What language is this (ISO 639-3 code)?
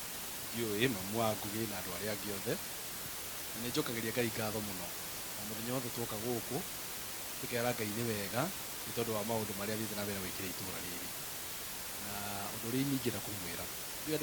kik